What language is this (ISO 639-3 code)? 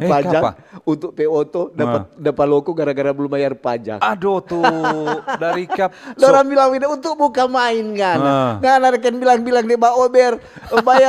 xmm